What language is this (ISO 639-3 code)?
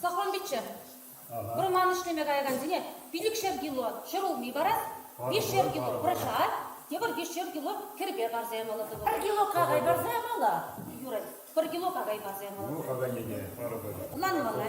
chv